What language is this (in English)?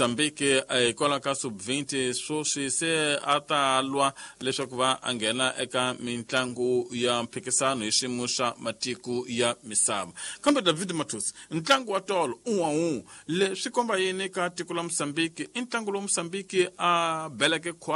Tsonga